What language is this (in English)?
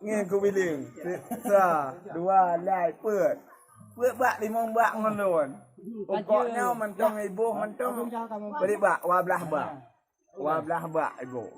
Achinese